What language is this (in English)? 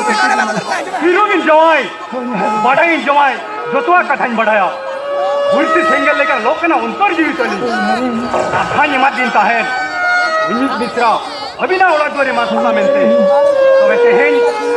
Santali